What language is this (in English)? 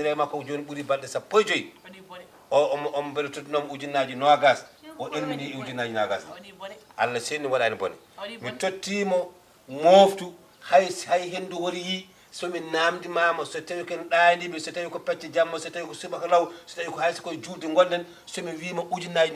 Fula